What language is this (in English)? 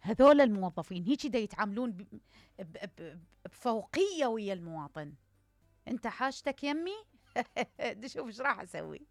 Mesopotamian Arabic